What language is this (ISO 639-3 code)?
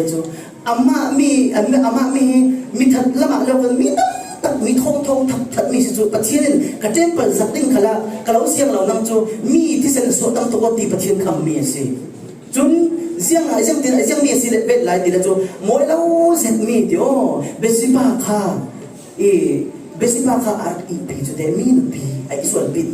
cfm